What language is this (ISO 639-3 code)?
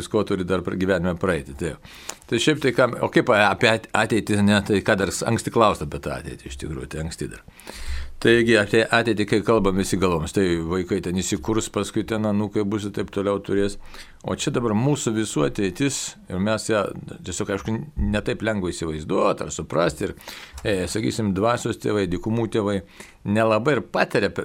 lit